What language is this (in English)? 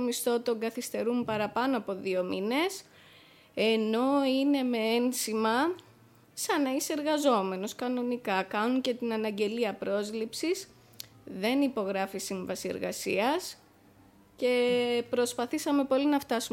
Greek